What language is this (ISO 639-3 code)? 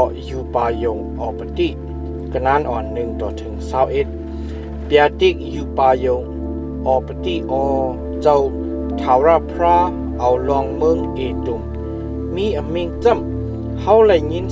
shn